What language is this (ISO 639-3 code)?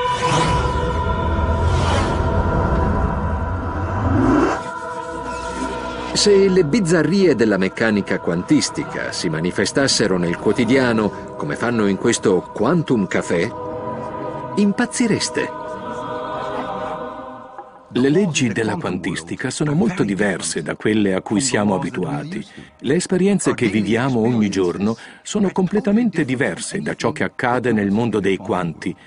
ita